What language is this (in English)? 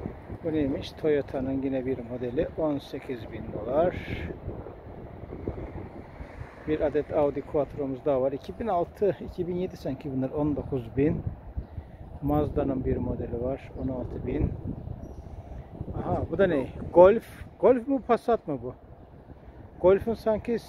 Turkish